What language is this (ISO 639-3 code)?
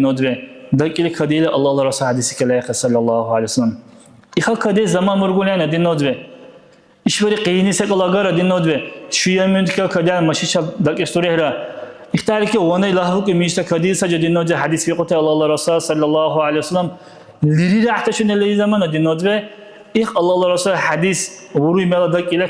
dar